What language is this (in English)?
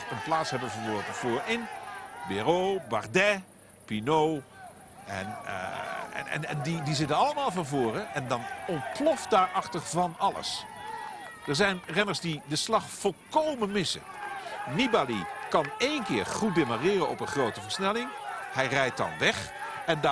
Dutch